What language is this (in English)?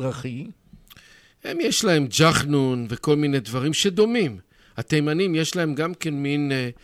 Hebrew